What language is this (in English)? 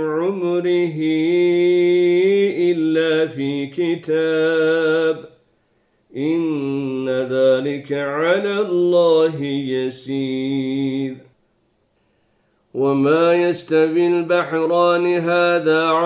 Arabic